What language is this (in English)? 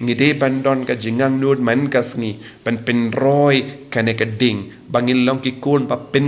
Khasi